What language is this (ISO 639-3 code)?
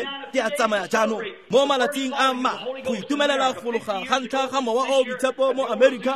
tsn